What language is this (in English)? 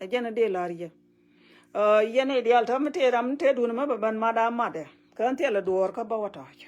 Nuer